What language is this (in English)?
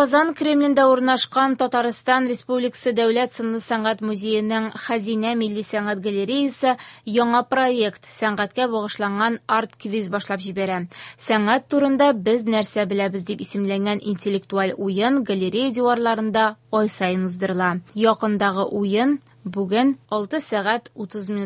Tatar